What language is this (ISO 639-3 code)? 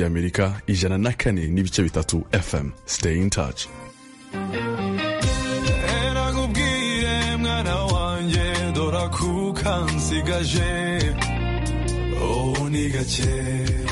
kin